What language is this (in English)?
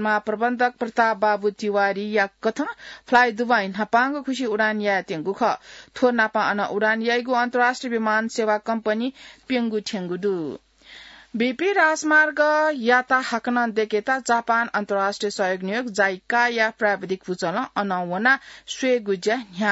Newari